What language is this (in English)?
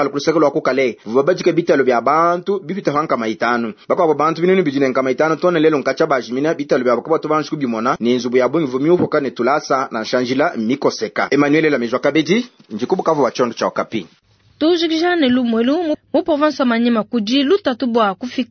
Luba-Lulua